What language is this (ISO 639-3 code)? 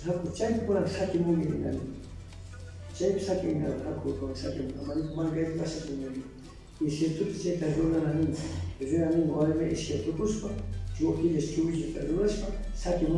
qxr